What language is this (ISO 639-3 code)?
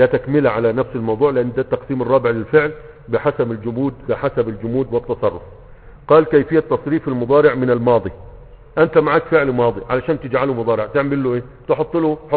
arz